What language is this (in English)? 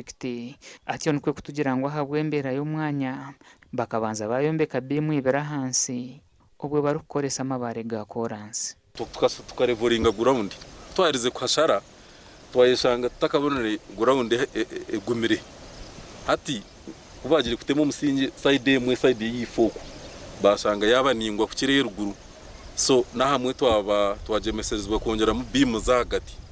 Nyankole